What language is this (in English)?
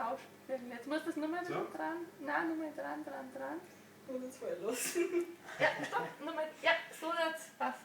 Bavarian